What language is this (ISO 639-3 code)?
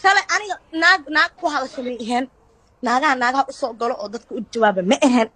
som